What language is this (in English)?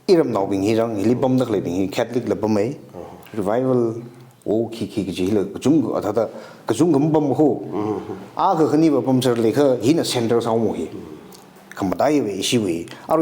Tangkhul Naga (India)